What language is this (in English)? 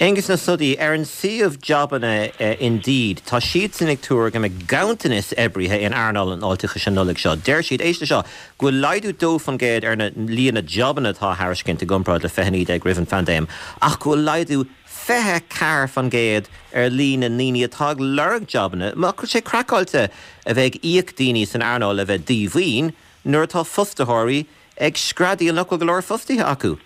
Irish